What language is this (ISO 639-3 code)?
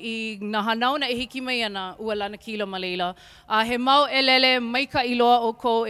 haw